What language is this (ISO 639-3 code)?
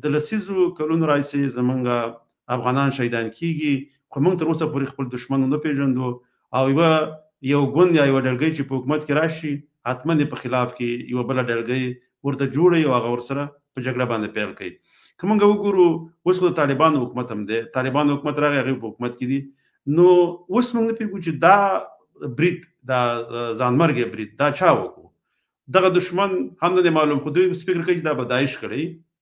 pus